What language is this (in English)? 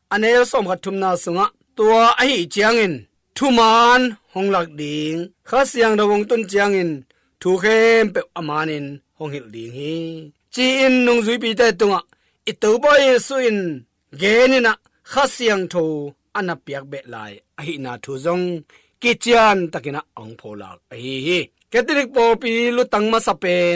Tedim Chin